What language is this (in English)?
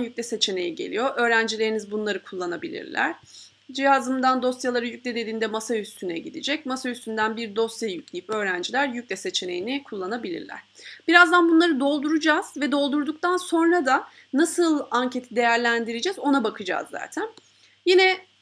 Turkish